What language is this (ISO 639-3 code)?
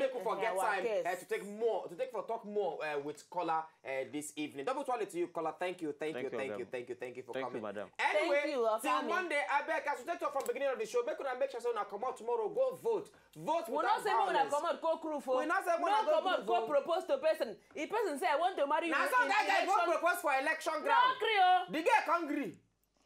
pcm